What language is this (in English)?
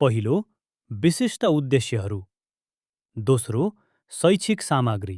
Nepali